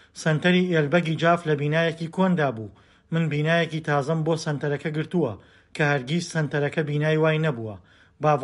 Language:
Central Kurdish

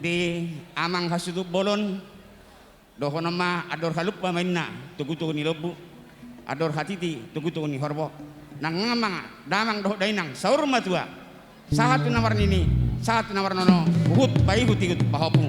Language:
Batak Toba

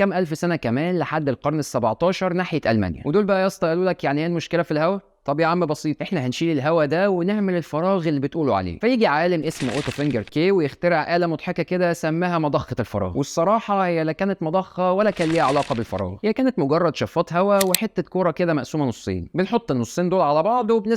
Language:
Egyptian Arabic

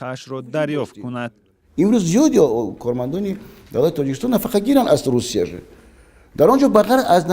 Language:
Tajik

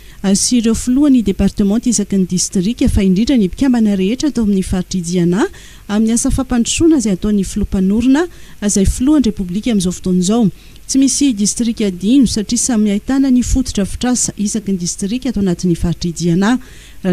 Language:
Malagasy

